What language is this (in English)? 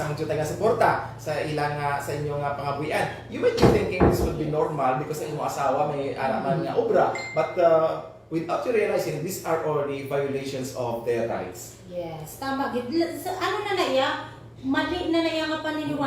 Hiligaynon